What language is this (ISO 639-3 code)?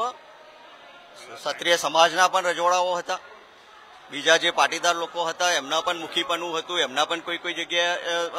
guj